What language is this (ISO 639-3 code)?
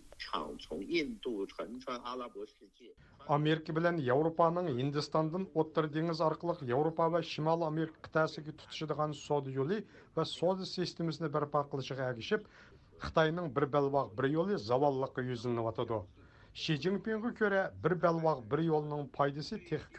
uig